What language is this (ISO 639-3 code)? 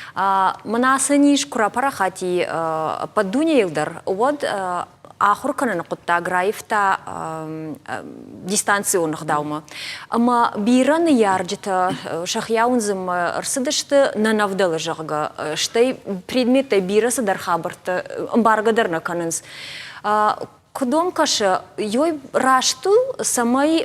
oss